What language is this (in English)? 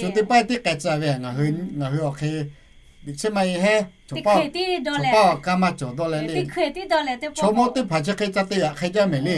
Lahu